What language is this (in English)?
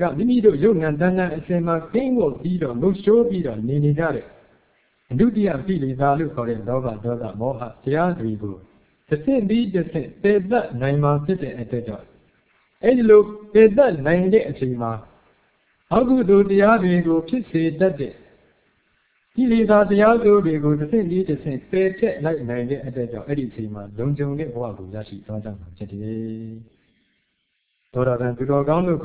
Burmese